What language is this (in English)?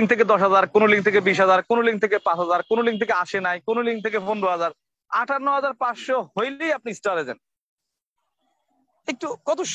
Bangla